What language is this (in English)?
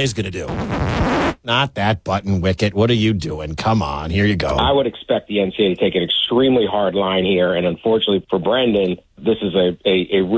English